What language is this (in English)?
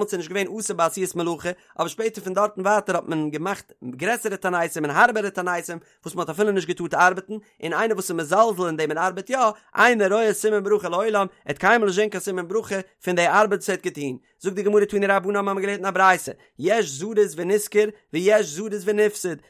Yiddish